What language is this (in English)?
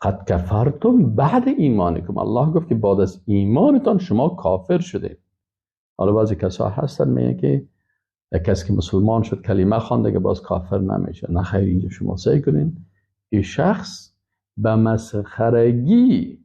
Persian